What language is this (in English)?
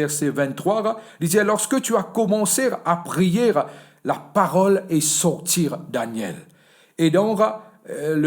Morisyen